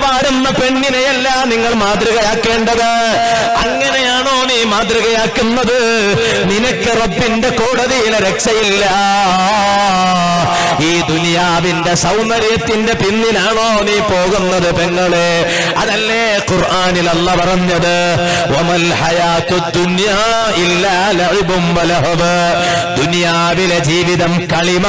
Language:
Malayalam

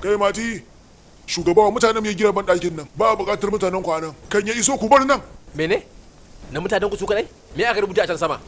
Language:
Hausa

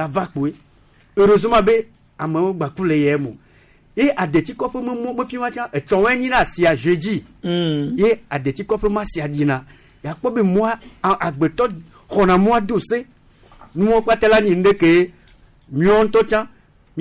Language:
Gen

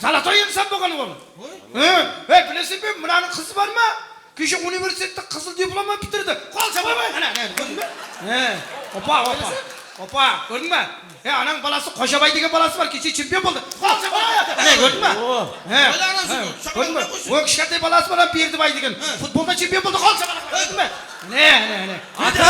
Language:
Kara-Kalpak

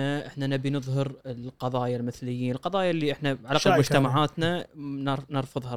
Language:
Gulf Arabic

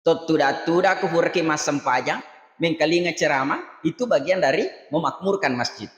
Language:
Buginese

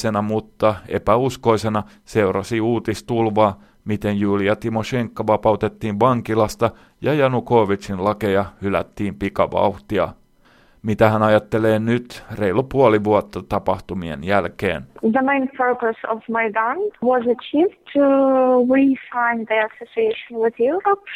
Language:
Finnish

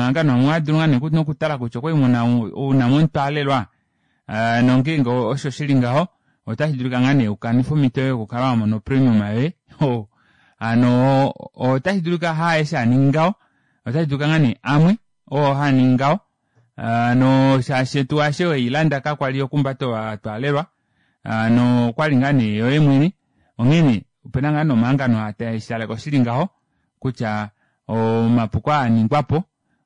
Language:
Kuanyama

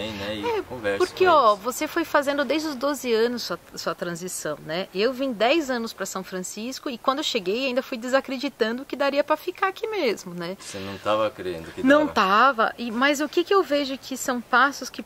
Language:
Portuguese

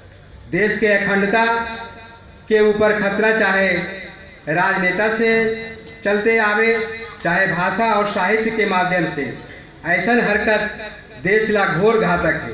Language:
Magahi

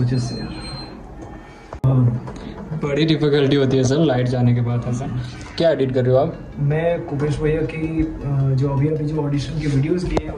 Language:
Hindi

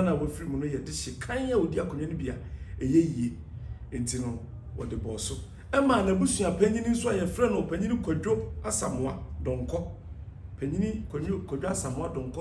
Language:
Akan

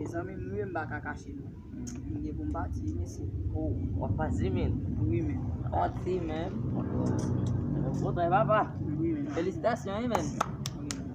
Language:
Haitian Creole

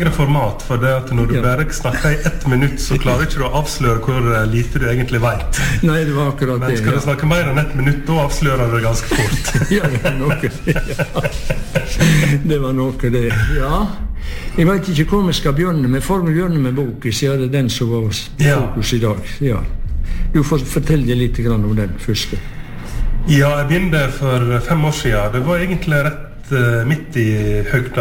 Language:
Norwegian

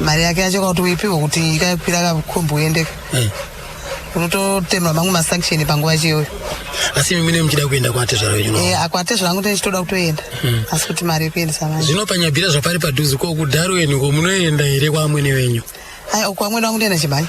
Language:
Shona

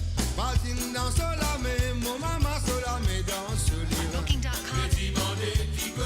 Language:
Morisyen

